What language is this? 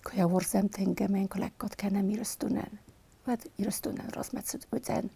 Ossetic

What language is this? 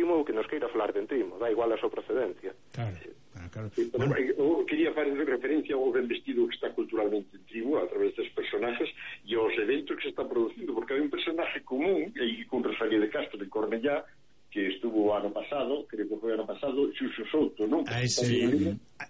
Galician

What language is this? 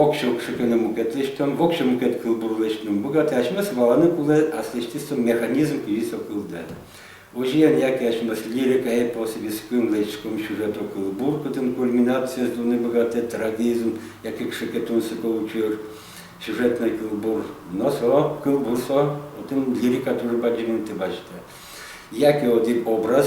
Udmurt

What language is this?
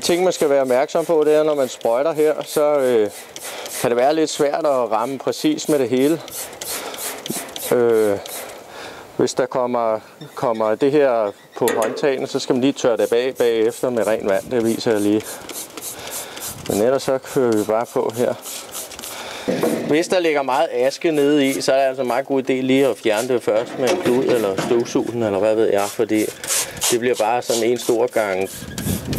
Danish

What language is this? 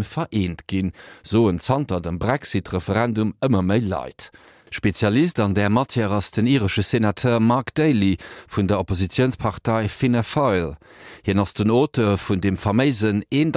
Luxembourgish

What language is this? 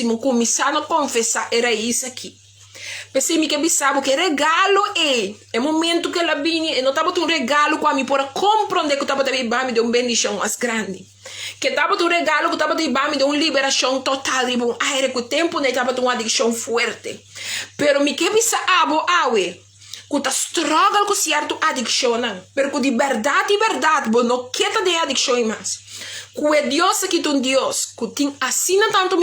Papiamento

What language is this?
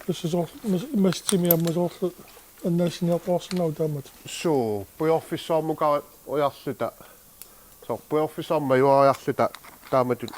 Kalaallisut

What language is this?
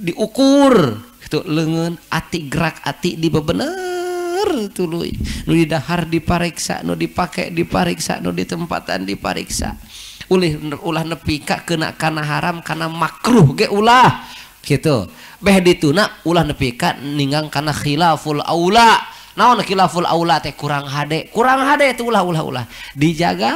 Sundanese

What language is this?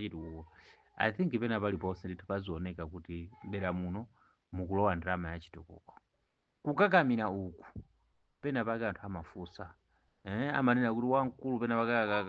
Nyanja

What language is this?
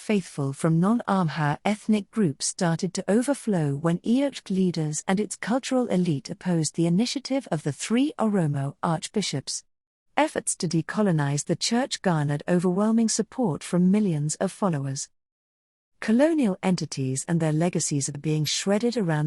English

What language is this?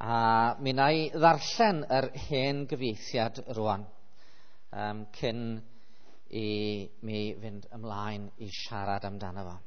Welsh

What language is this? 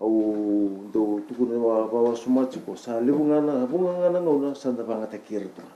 Fijian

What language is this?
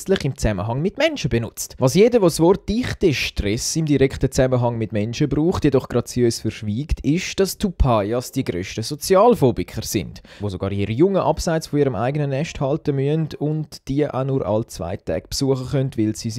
Swiss German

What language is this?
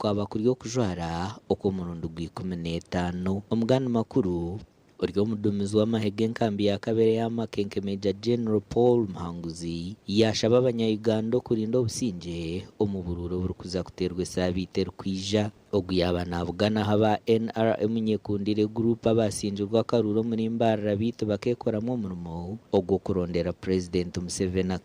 Nyankole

